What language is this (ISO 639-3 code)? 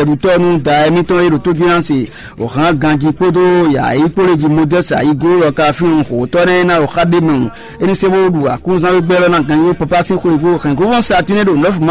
fon